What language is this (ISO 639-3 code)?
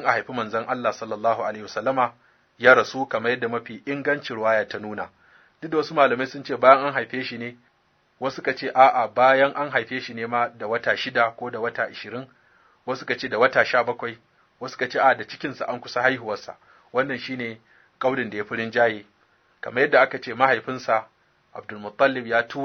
hau